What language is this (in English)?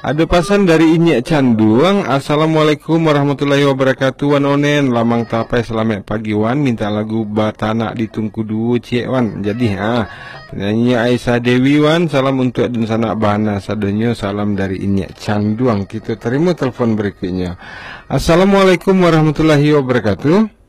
Minangkabau